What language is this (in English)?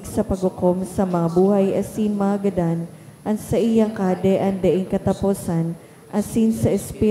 Bikol